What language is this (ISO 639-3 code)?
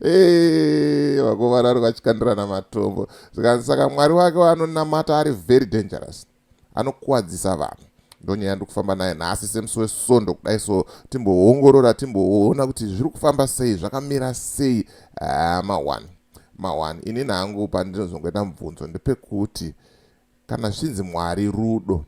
sna